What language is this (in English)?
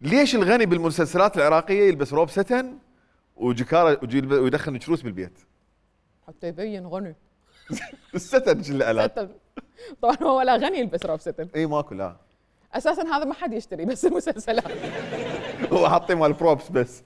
Mesopotamian Arabic